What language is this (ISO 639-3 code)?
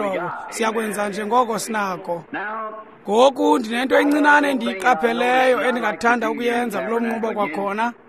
xho